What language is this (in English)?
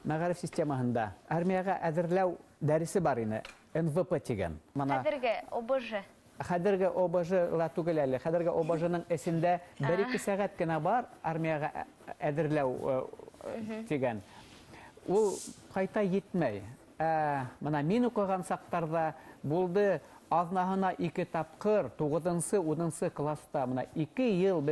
Bashkir